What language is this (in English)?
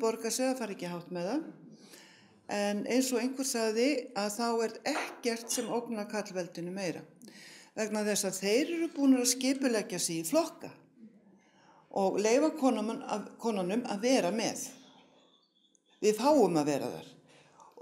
Icelandic